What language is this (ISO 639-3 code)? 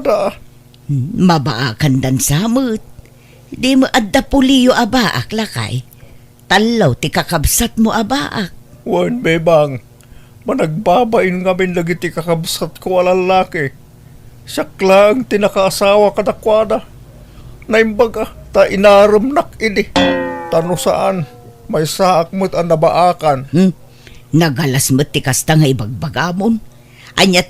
ilo